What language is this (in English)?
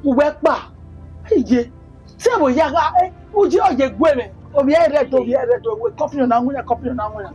Bini